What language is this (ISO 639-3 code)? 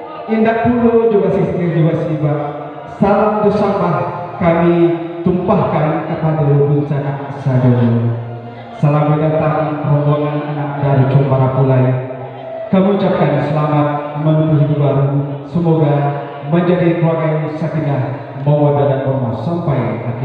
min